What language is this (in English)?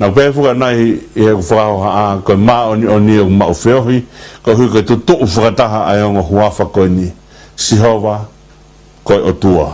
Tongan